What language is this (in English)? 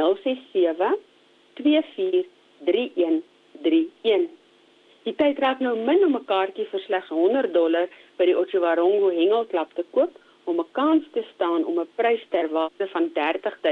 Afrikaans